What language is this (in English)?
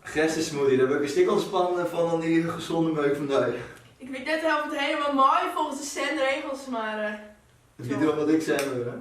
Western Frisian